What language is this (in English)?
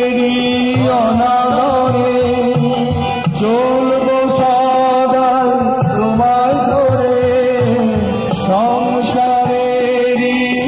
Bangla